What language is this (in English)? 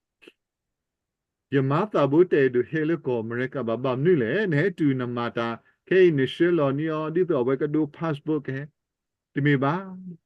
S'gaw Karen